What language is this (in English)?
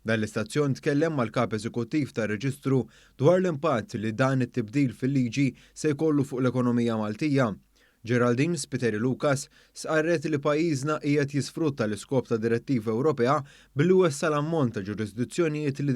Maltese